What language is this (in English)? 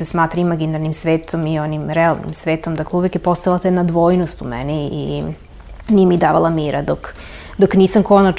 Serbian